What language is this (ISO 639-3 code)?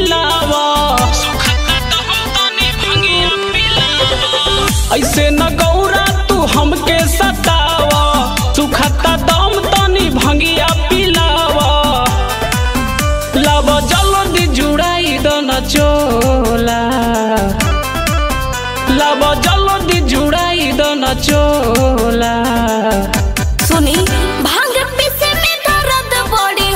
bho